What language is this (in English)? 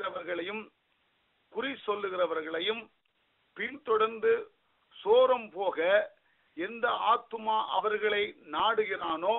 Tamil